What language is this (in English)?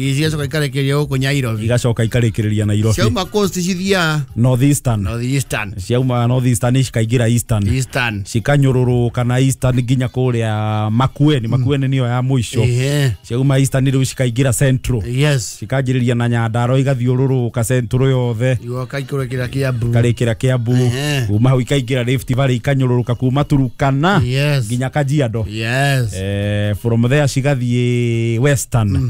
Kikuyu